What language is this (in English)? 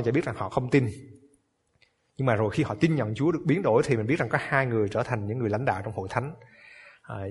Vietnamese